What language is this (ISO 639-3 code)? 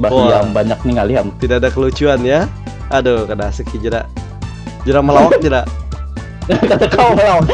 bjn